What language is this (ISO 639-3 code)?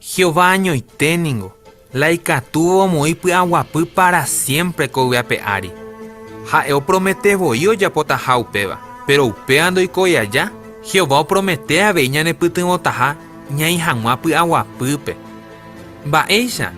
grn